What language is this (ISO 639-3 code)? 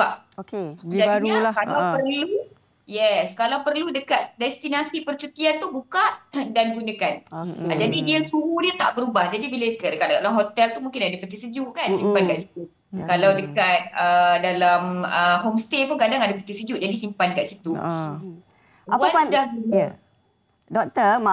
msa